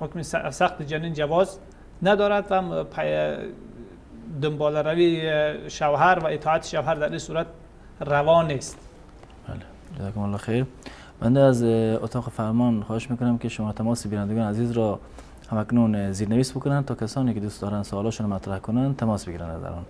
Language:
Persian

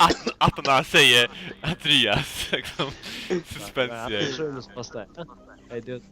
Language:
Faroese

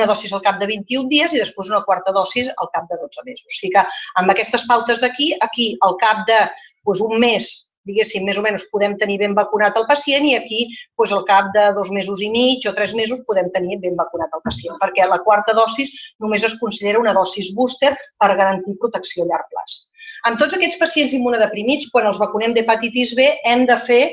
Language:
Catalan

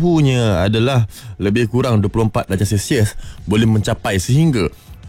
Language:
Malay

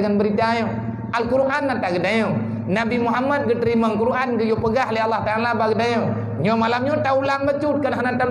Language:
Achinese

